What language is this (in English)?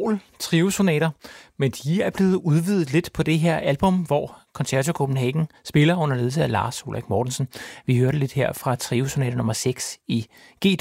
Danish